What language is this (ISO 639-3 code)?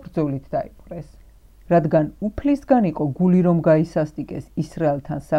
kat